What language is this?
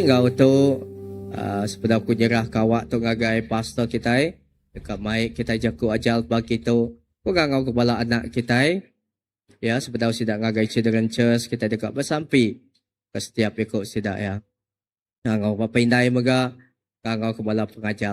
Iban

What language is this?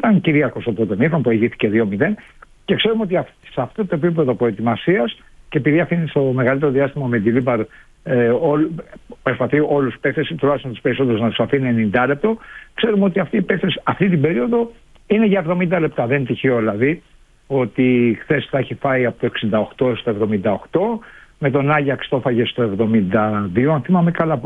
Greek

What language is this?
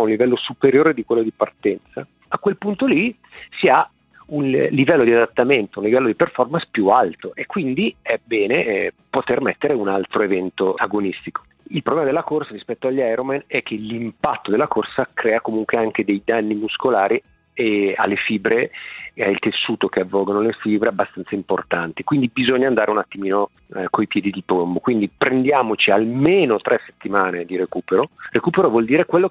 Italian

